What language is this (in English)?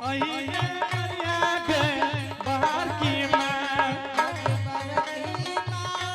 Angika